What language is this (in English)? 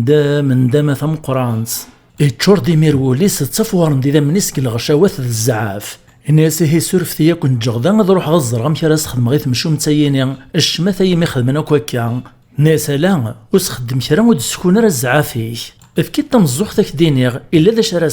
Kabyle